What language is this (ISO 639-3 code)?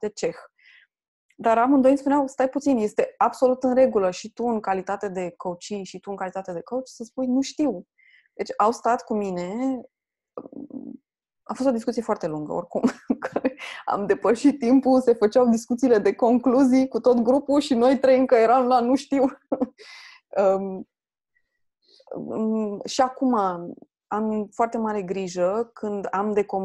ron